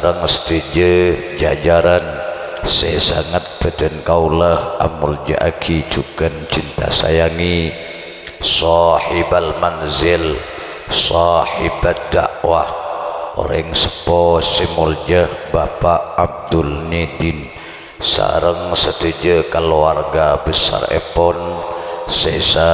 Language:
Madurese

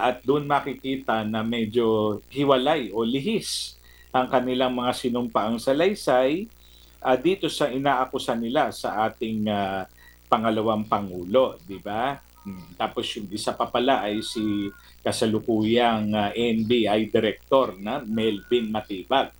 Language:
Filipino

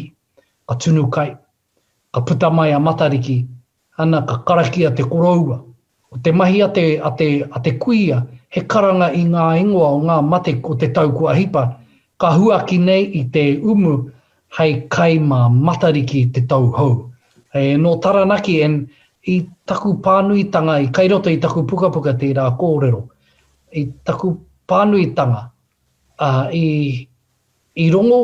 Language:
Māori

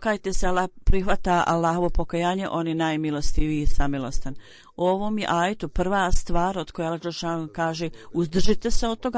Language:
Croatian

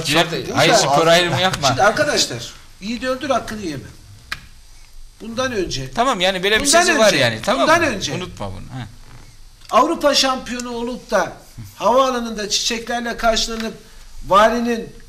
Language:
Turkish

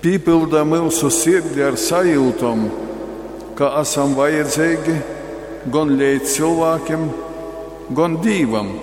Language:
Latgalian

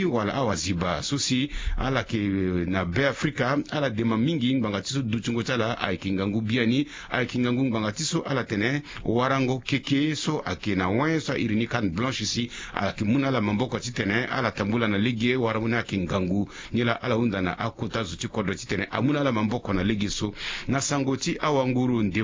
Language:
Sango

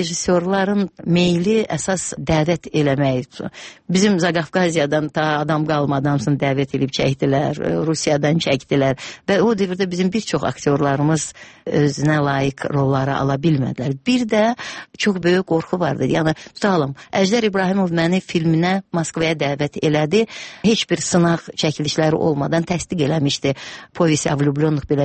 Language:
Azerbaijani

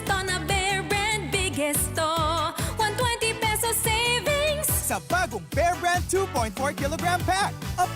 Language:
Bikol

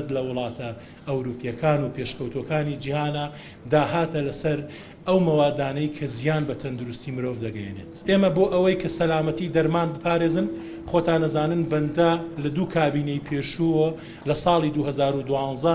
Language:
Central Kurdish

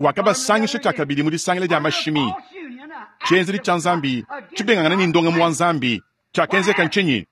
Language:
Luba-Lulua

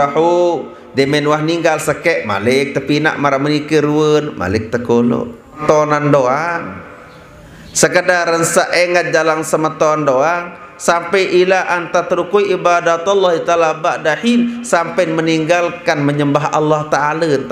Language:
Sasak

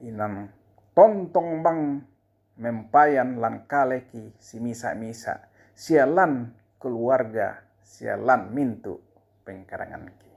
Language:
Toraja-Sa'dan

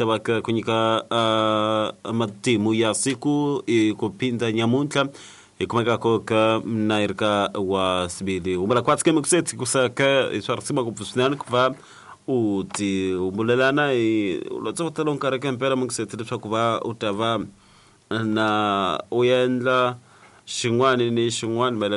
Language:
Tsonga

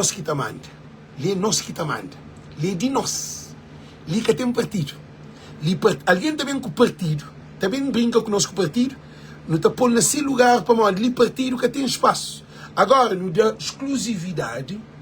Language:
Kabuverdianu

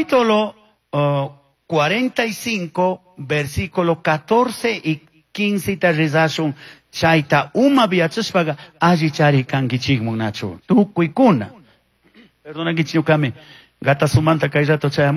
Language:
Chimborazo Highland Quichua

